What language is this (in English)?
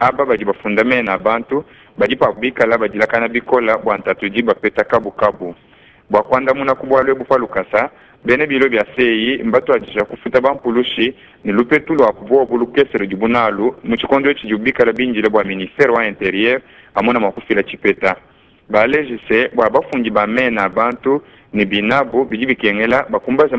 Luba-Lulua